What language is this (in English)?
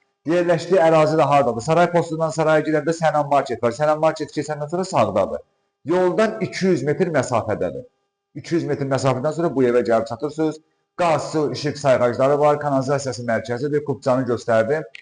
Azerbaijani